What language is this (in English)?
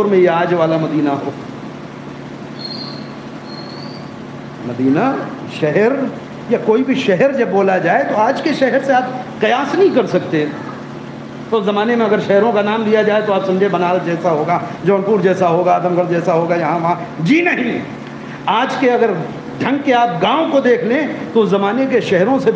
Urdu